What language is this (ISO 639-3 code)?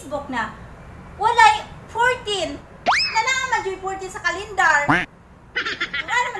ceb